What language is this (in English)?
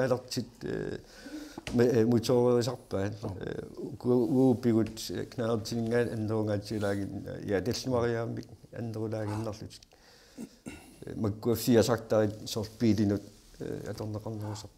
Kalaallisut